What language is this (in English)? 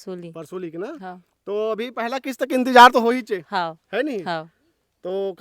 Chhattisgarhi